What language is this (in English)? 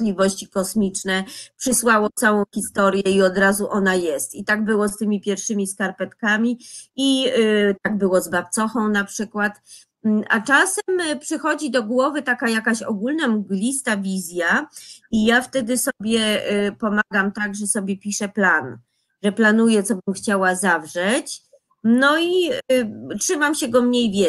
Polish